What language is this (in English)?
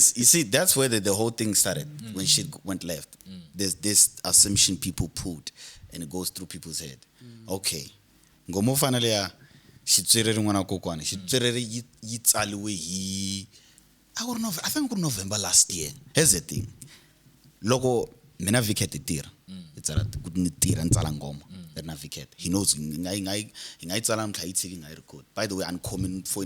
Tsonga